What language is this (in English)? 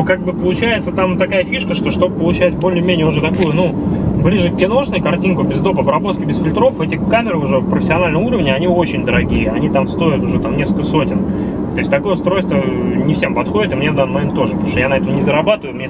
Russian